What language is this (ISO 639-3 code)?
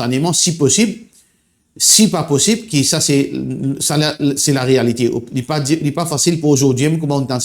mfe